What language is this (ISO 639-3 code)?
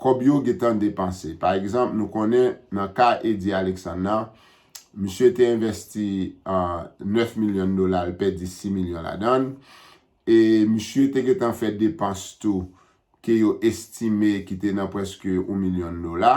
hat